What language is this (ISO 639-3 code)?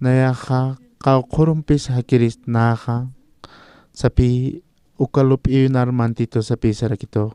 aym